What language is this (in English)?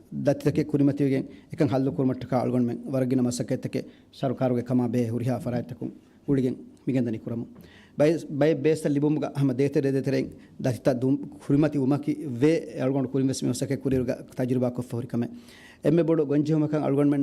Divehi